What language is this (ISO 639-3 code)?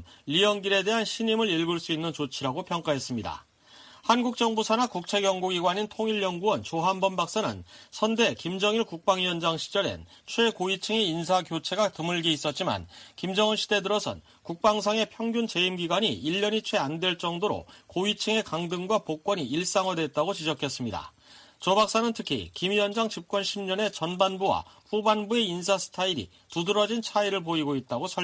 kor